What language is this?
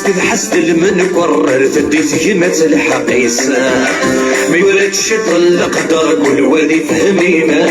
Algerian Arabic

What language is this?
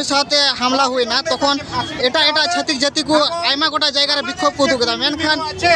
Santali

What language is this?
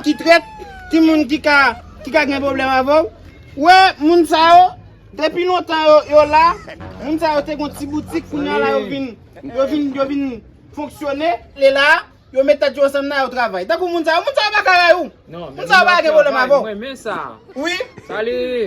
Haitian Creole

